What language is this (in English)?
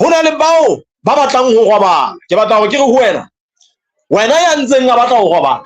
Southern Sotho